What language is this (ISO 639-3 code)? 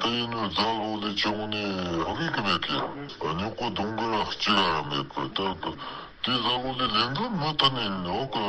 bod